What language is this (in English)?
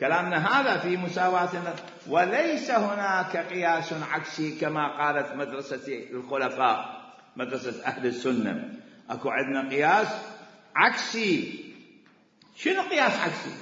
Mesopotamian Arabic